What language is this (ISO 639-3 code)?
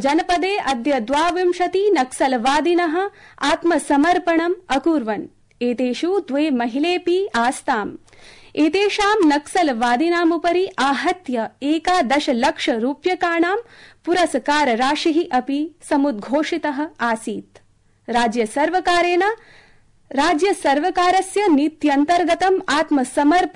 san